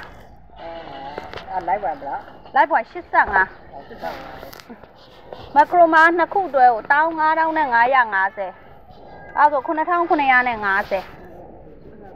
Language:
Burmese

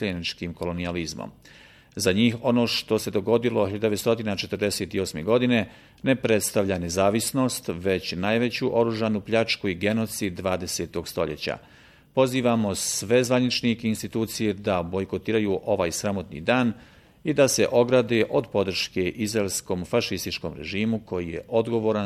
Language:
Bosnian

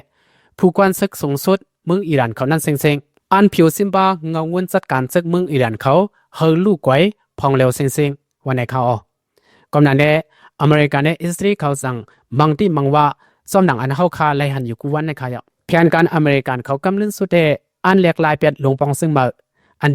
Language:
Shan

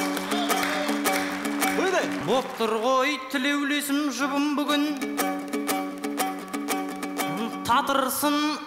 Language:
Kazakh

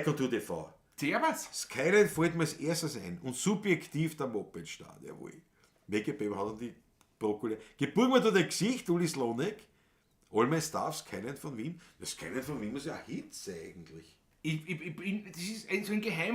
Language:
Bavarian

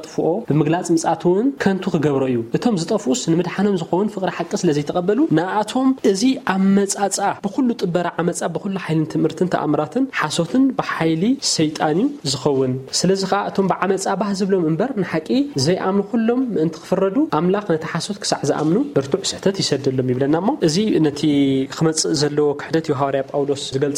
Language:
Tigrinya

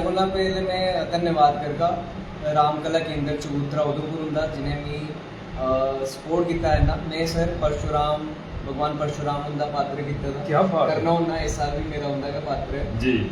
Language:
Dogri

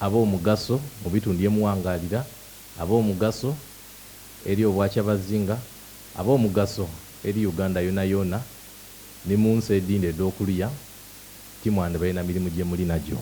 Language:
Soga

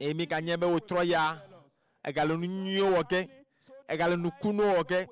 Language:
Ewe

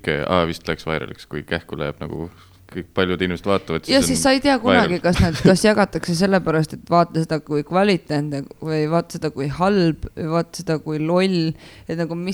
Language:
Estonian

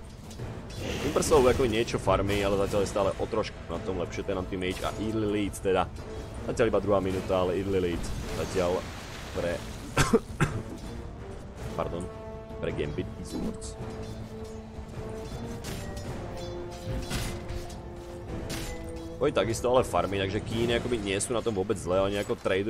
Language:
Slovak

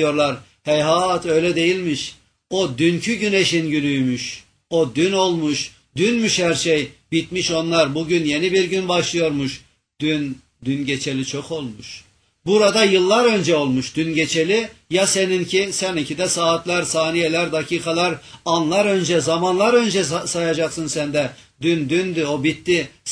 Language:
Turkish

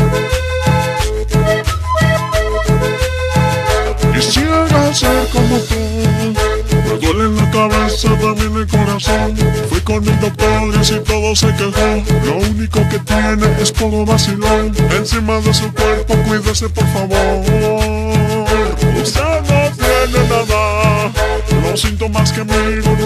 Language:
Spanish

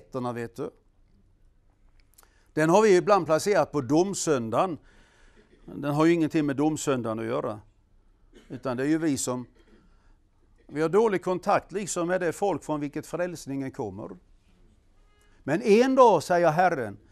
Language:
Swedish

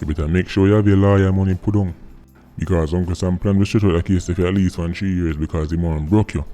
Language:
Jamaican Creole English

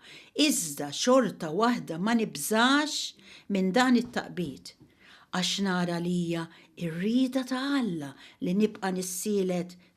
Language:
Maltese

